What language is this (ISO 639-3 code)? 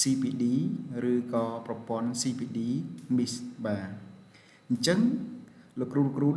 khm